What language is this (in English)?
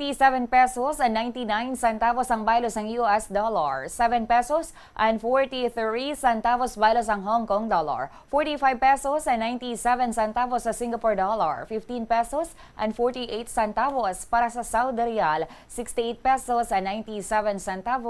Hiligaynon